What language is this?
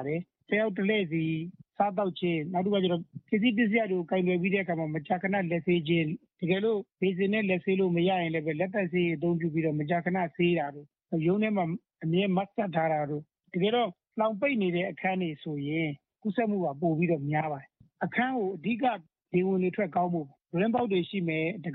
Burmese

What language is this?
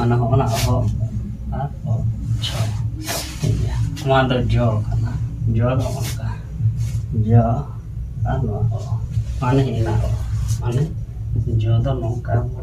Santali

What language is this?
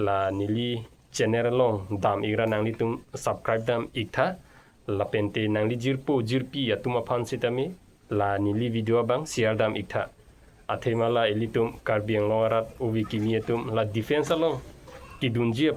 Karbi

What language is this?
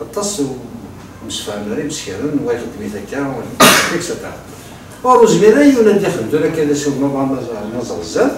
Kabyle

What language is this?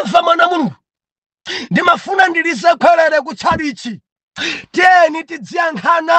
Nyanja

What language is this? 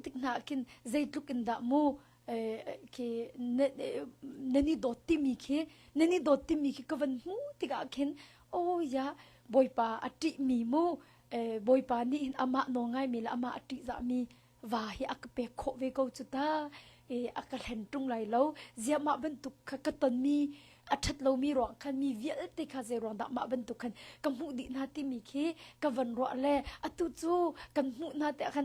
Hakha Chin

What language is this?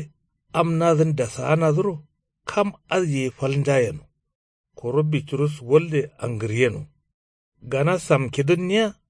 Kanuri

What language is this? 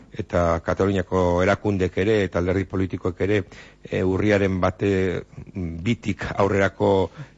Basque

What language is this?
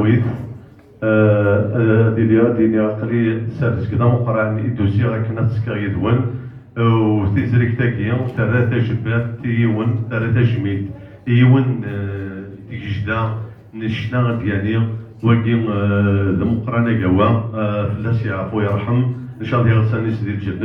Kabyle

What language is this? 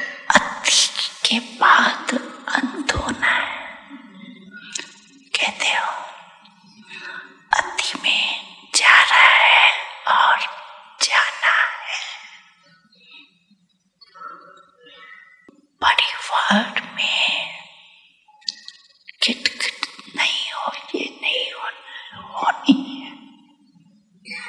Hindi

